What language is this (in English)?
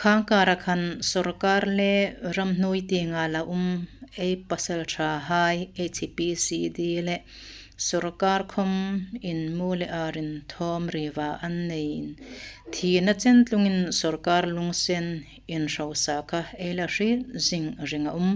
Hmar